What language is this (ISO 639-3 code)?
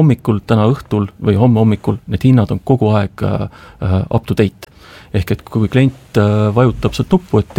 est